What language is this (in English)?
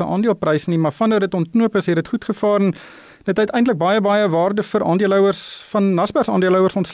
Afrikaans